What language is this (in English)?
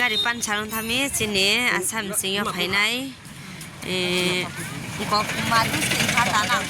Riang (India)